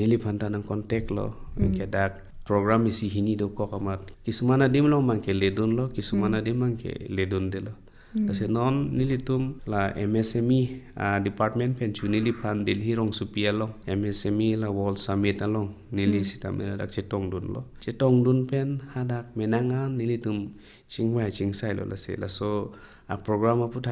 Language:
Karbi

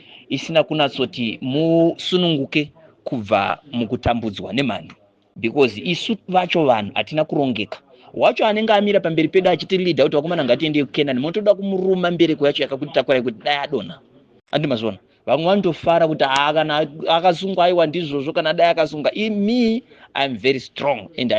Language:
Shona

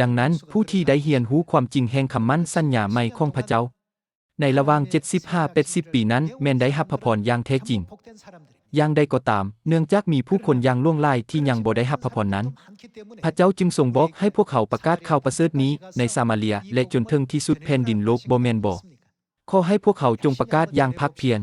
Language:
Lao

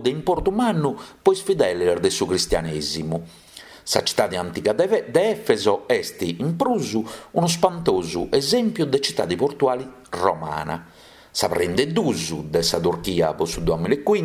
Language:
Sardinian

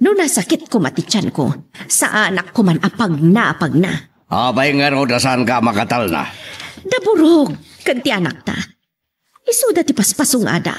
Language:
Iloko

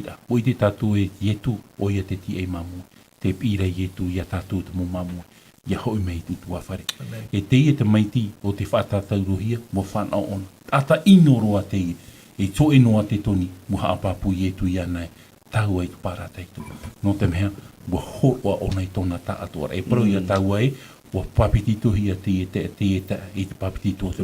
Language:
Tahitian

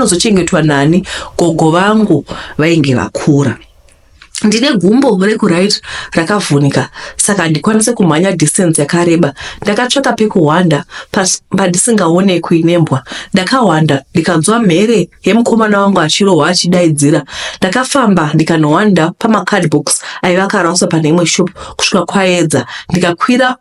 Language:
Shona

